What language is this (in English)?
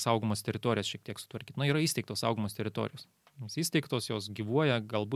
Lithuanian